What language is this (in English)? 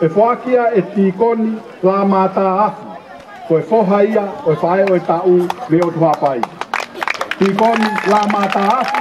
Tongan